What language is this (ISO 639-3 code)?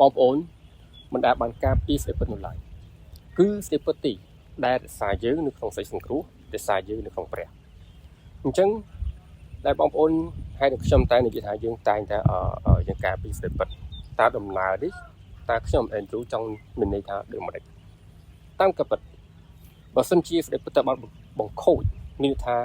khm